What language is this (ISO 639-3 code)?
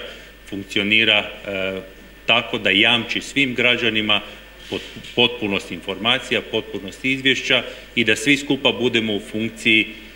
hrv